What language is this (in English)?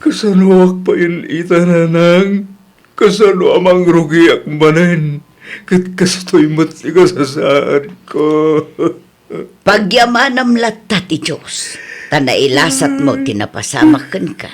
Iloko